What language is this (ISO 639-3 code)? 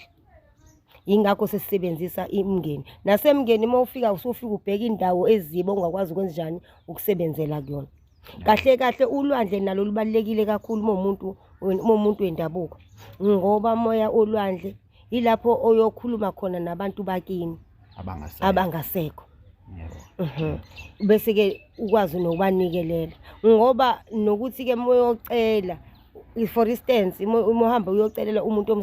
zul